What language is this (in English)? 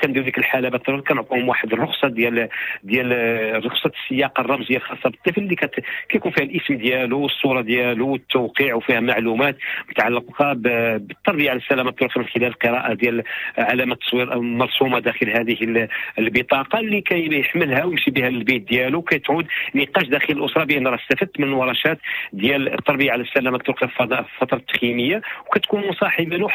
Moroccan Arabic